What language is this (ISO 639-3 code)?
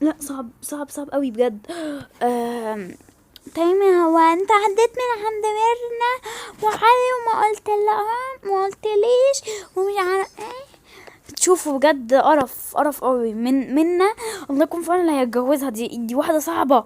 arz